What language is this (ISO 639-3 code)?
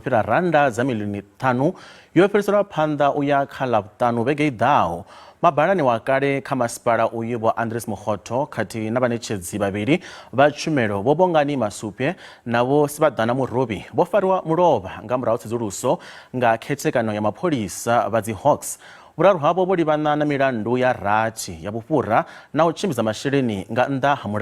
ven